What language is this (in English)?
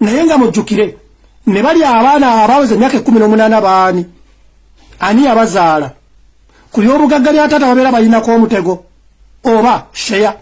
Ganda